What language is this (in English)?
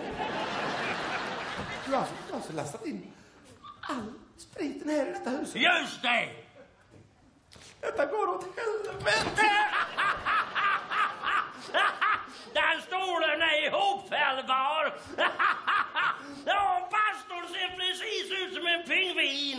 Swedish